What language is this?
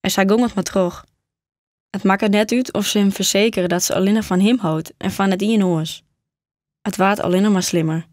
Western Frisian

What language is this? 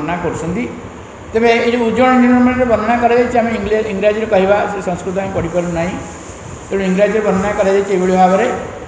Odia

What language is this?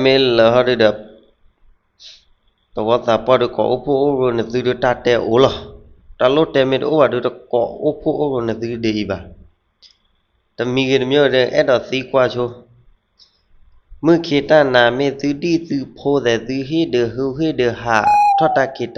S'gaw Karen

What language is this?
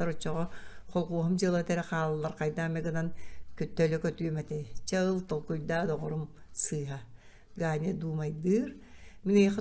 Yakut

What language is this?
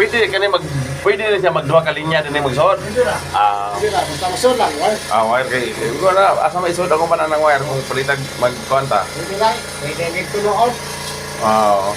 Cebuano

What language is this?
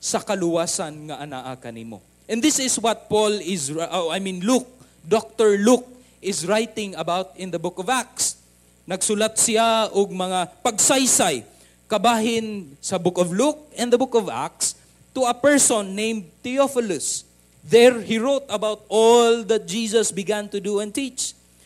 Cebuano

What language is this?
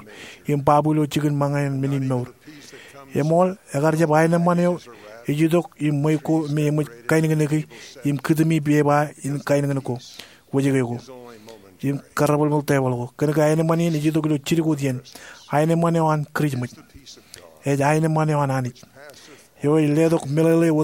Marshallese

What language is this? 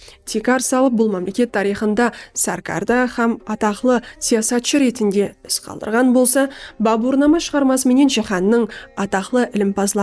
Kara-Kalpak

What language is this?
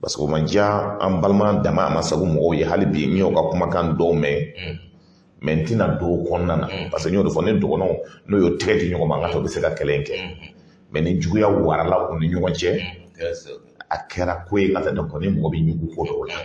Bambara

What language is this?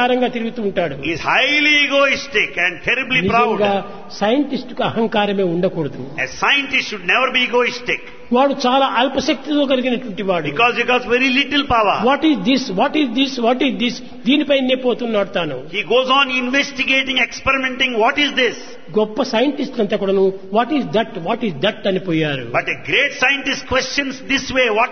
Telugu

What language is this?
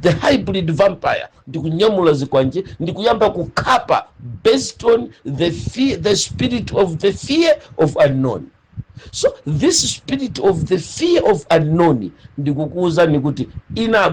Nyanja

